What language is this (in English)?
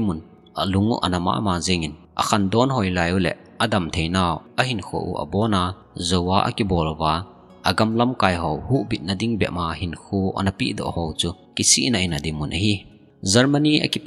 Thado Chin